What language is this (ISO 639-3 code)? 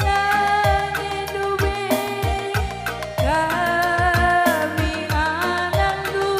btx